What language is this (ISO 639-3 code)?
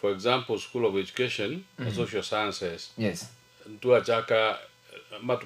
guz